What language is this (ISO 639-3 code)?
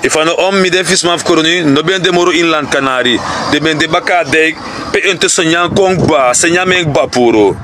srn